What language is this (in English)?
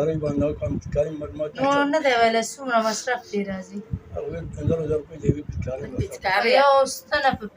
Pashto